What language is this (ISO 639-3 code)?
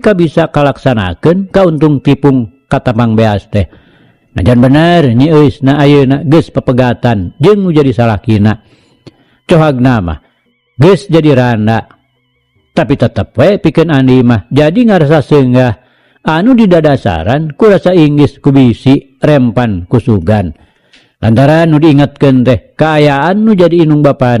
sun